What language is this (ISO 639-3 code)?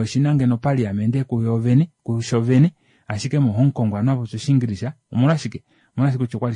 kua